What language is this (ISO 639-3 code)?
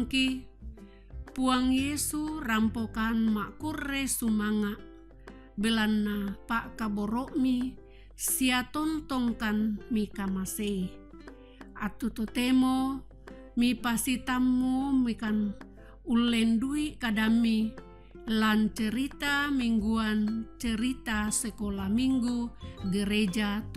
sda